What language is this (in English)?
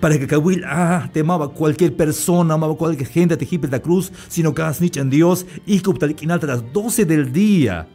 Tzeltal